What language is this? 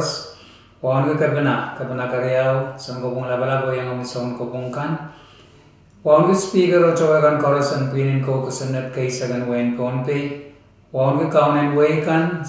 Pohnpeian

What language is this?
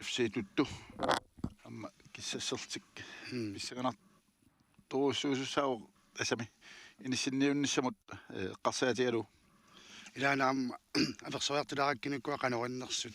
Kalaallisut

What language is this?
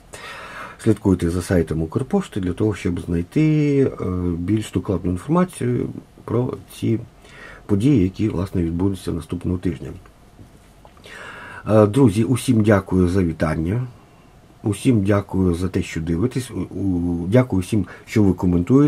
Ukrainian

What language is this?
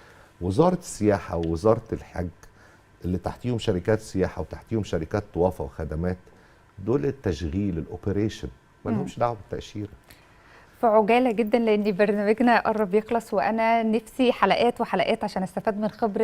Egyptian Arabic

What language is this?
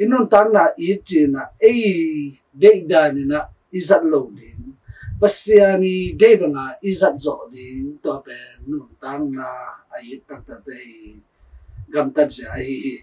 Tedim Chin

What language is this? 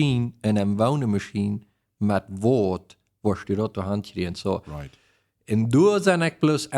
Plautdietsch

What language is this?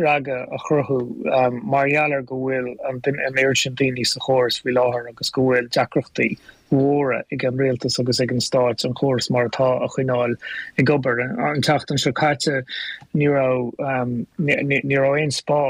Irish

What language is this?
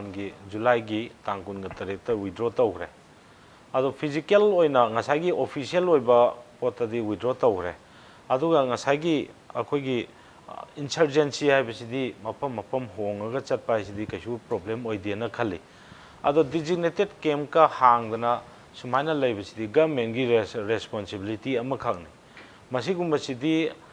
Manipuri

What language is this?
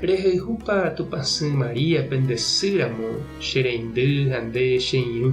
Guarani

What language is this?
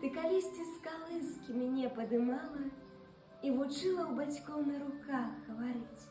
Belarusian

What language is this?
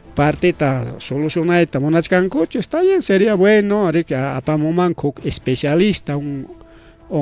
Ayacucho Quechua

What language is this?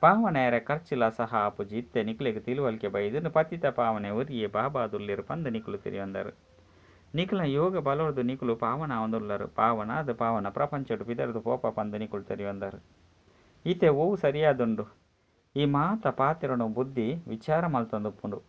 Tulu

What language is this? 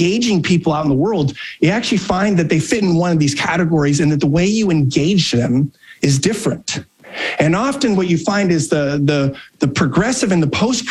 English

